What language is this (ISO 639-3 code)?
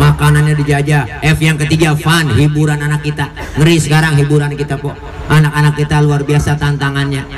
bew